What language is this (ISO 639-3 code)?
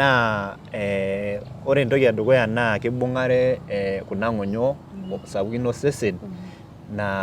mas